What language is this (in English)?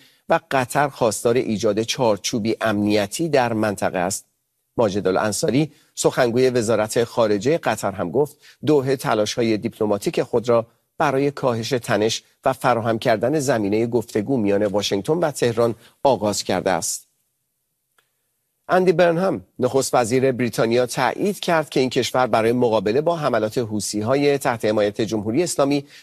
Persian